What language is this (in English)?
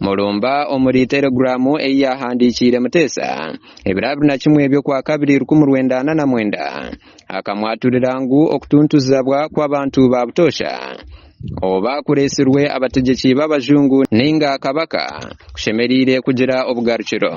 Nyankole